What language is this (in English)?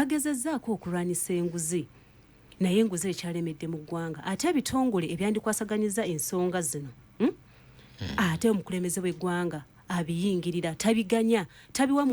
Ganda